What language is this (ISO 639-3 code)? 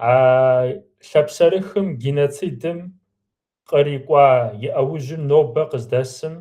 kbd